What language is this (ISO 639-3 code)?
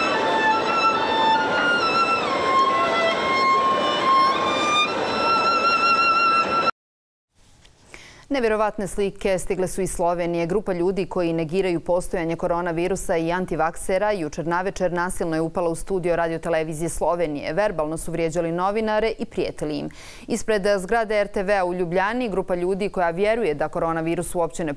bos